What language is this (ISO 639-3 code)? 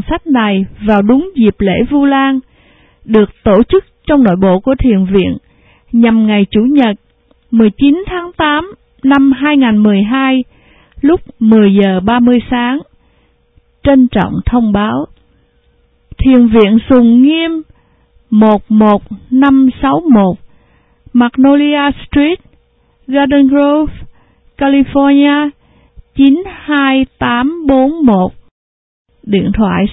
vie